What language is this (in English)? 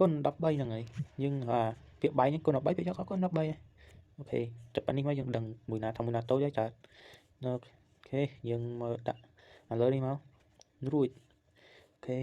Khmer